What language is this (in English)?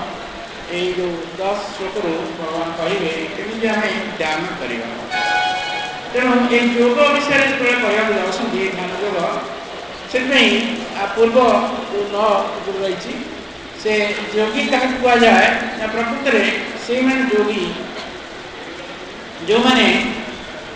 Odia